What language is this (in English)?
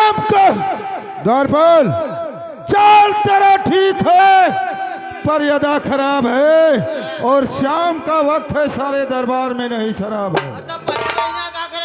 Awadhi